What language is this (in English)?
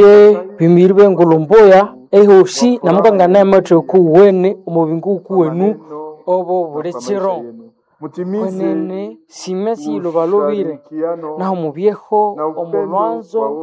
Nande